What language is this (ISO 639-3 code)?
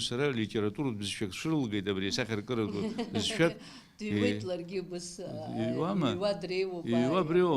abk